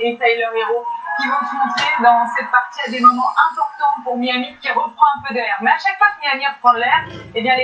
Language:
French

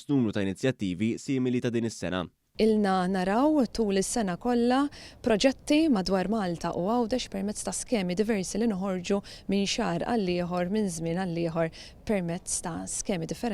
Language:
Maltese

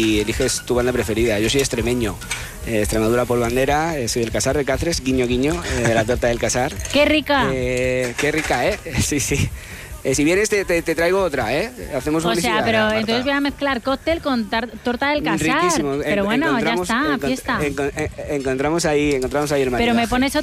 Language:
Spanish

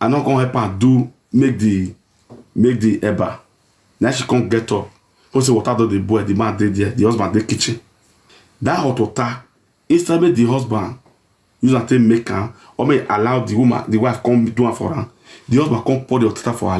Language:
Nigerian Pidgin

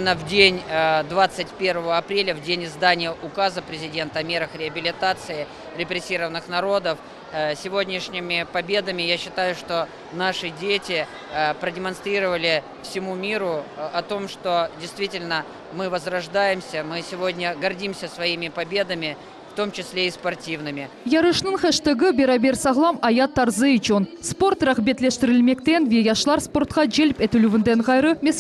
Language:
Crimean Tatar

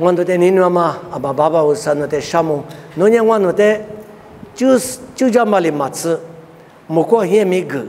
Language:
Lisu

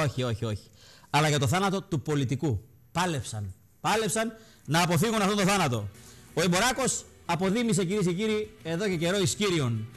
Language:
Greek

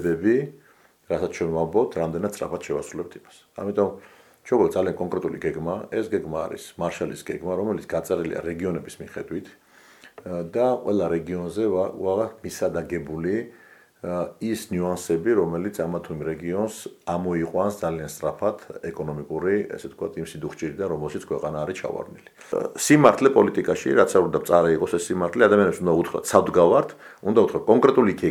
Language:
Georgian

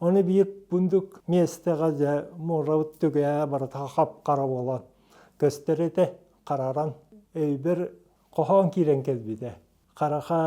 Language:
Yakut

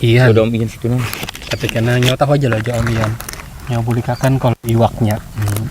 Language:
Banjar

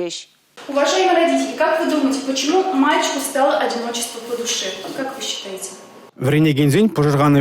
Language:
Chuvash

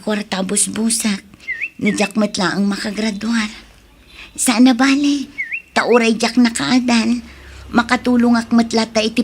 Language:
Iloko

